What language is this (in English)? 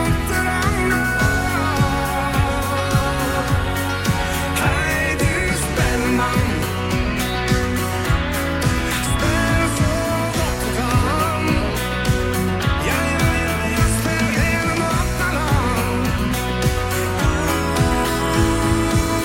Norwegian